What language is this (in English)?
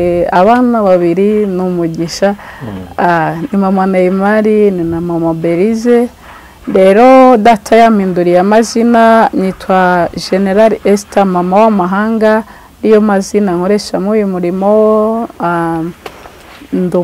Kinyarwanda